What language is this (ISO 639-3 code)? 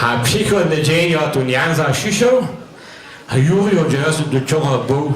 hsb